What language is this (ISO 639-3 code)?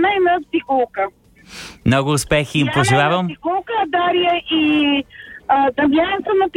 bul